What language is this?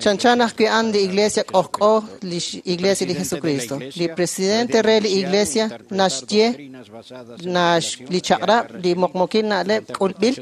Kekchí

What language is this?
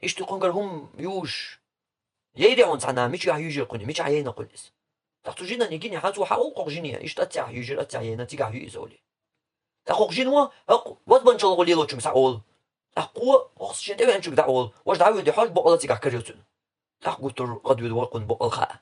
Chechen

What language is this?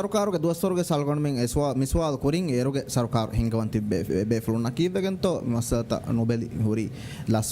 Divehi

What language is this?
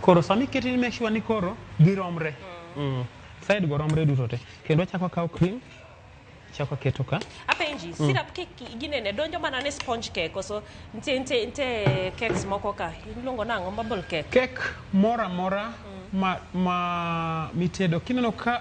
Luo (Kenya and Tanzania)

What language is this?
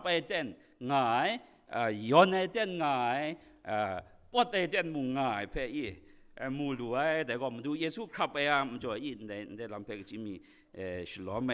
Kachin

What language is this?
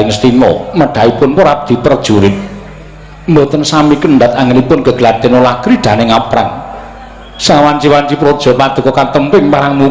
Javanese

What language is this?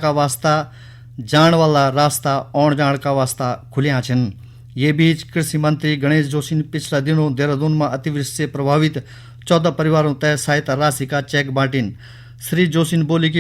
Garhwali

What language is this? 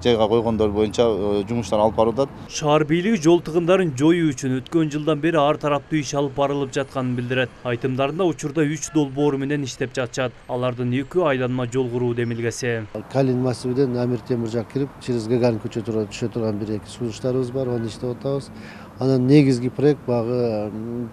Kyrgyz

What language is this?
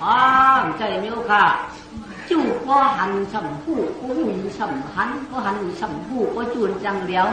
Shan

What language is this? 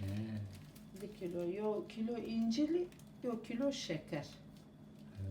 Zaza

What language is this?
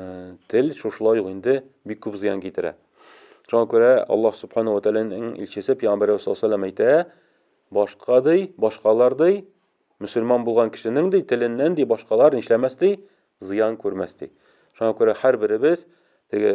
Tatar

